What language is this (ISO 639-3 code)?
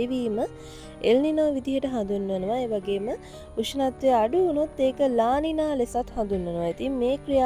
sin